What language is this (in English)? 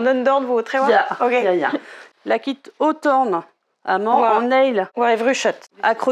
Breton